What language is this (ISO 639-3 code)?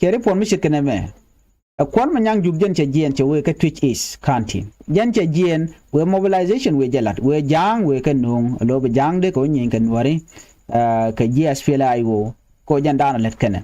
nus